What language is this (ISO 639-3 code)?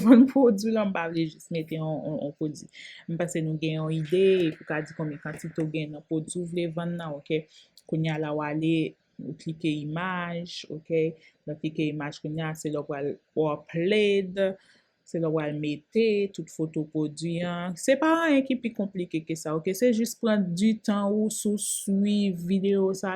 hat